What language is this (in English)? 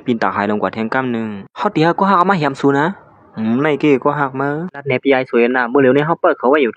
Shan